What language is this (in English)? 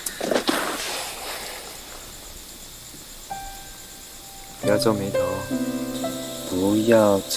Hakka Chinese